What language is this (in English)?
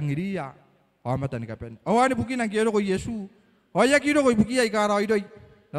Gilbertese